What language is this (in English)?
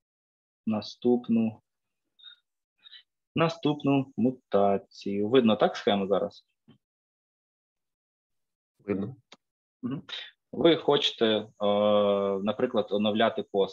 Ukrainian